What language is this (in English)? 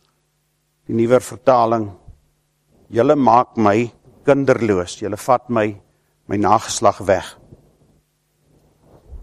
Afrikaans